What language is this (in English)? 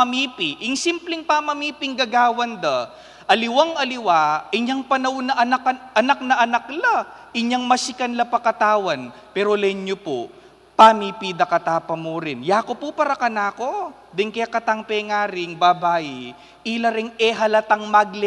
Pampanga